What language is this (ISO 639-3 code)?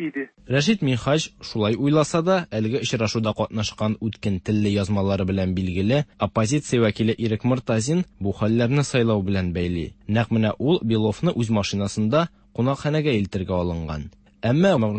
tat